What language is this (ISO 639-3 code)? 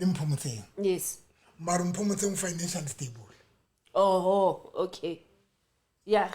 sot